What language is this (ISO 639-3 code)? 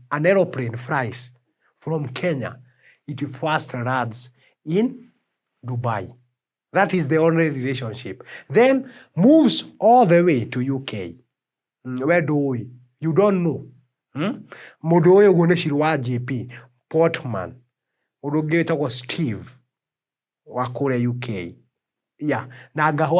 kik